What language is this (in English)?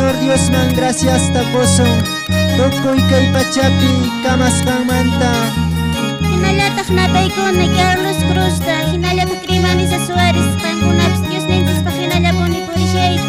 Quechua